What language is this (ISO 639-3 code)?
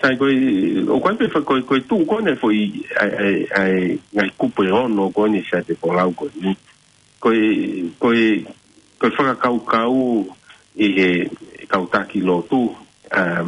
ton